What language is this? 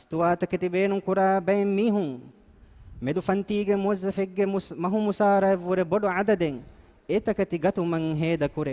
Divehi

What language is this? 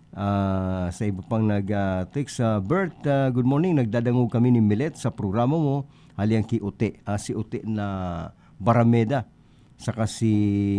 Bikol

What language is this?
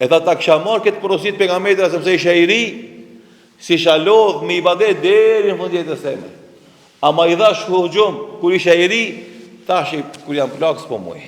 Albanian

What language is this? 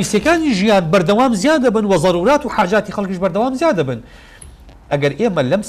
Central Kurdish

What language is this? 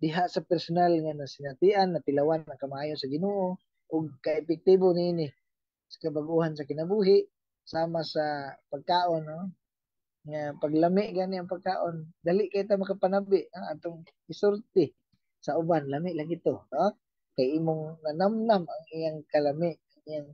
Cebuano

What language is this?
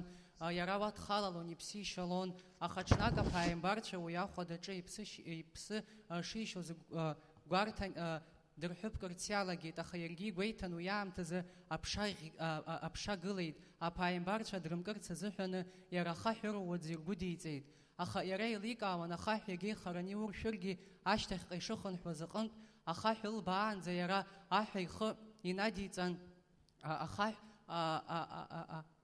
Abkhazian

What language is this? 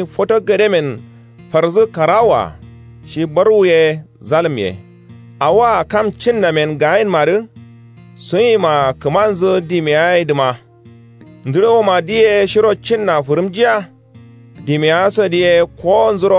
Kanuri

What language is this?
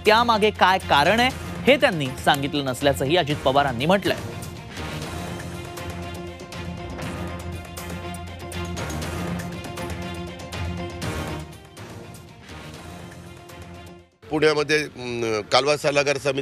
Marathi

